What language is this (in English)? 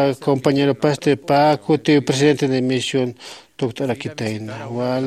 Aymara